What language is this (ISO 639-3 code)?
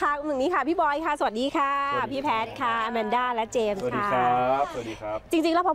tha